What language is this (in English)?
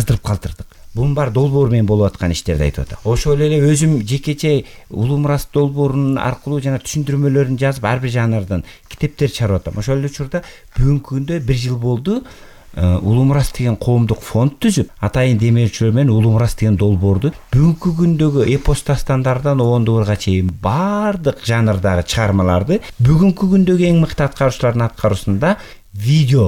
Kyrgyz